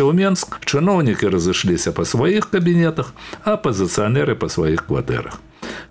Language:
Belarusian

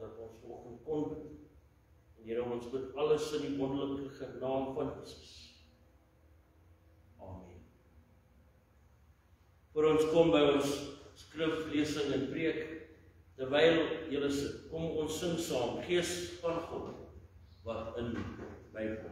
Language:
Afrikaans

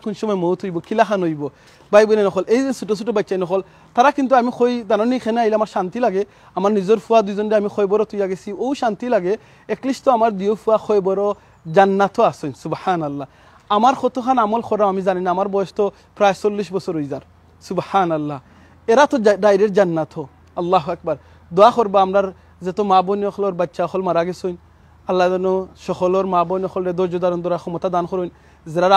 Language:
Sylheti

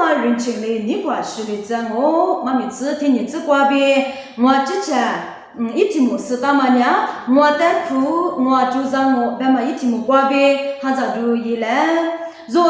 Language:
Lisu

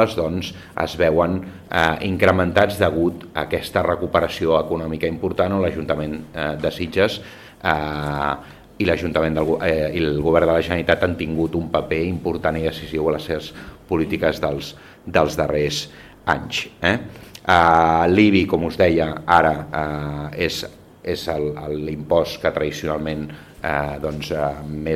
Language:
Catalan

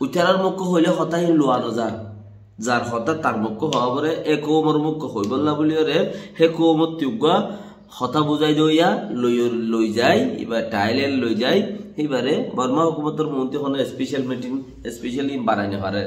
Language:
Rohingya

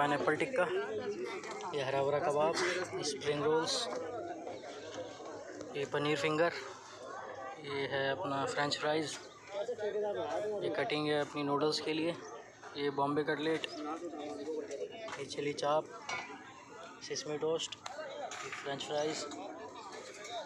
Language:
Hindi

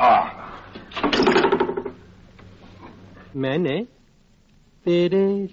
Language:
Hindi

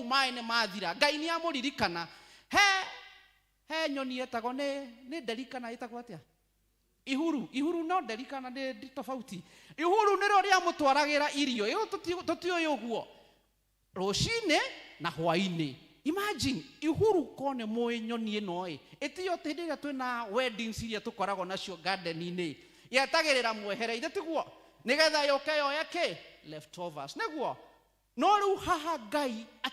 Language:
Kikuyu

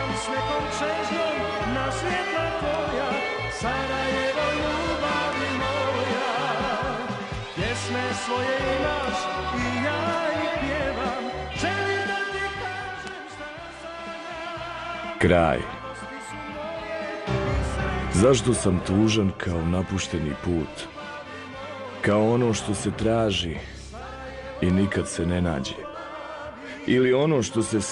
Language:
Bosnian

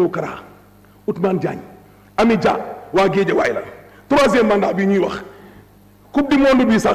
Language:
Wolof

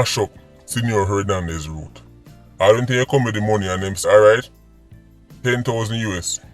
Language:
Jamaican Creole English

